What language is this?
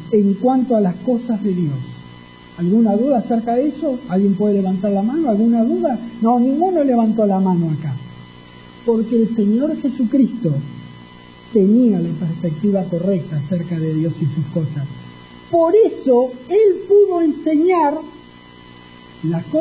Spanish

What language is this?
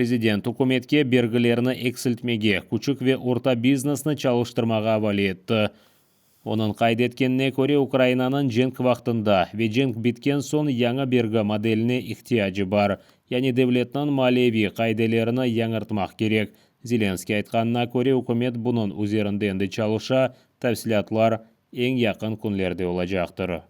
Crimean Tatar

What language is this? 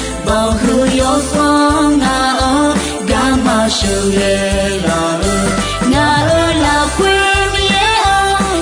Akha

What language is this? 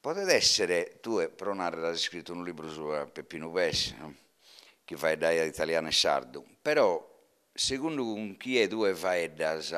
Sardinian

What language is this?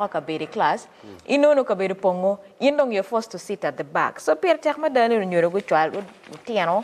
Acoli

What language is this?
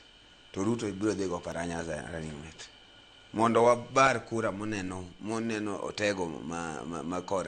Luo (Kenya and Tanzania)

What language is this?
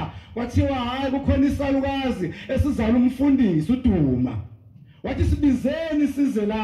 Zulu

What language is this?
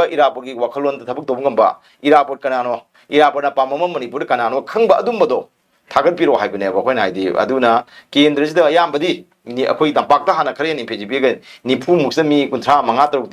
Manipuri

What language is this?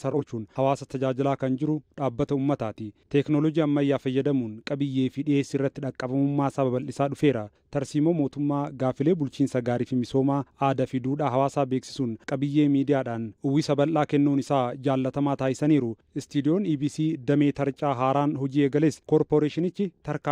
Oromo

